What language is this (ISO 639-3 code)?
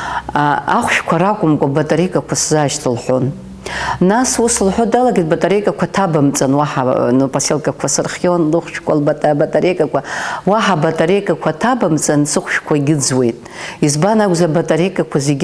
abk